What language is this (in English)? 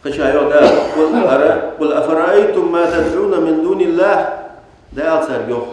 Ingush